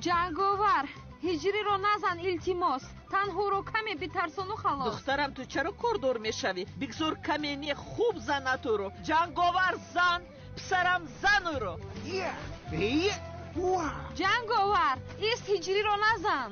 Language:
Tajik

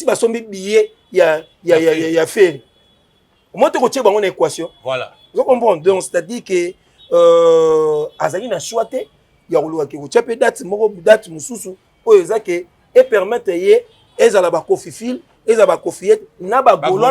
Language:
Lingala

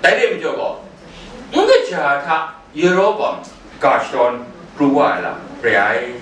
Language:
Kachin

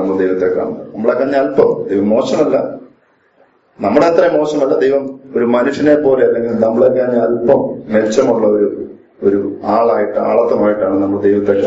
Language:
Malayalam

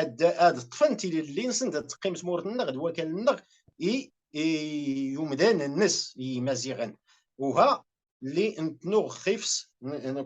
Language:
Kabyle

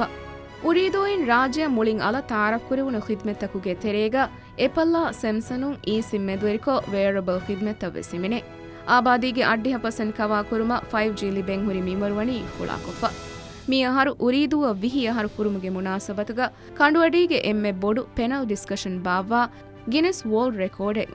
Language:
Divehi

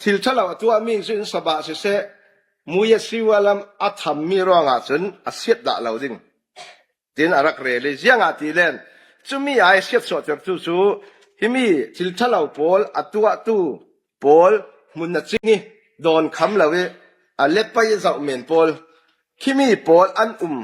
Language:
Falam Chin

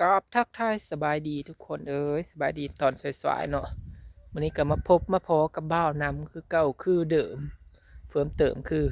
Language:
Northeastern Thai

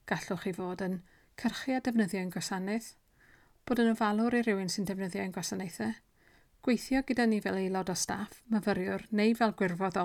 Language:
Welsh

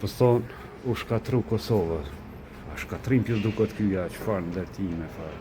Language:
Albanian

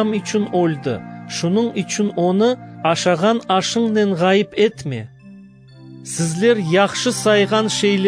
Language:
Crimean Tatar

